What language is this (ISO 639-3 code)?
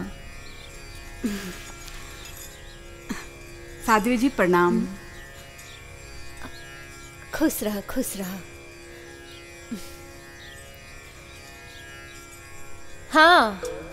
bho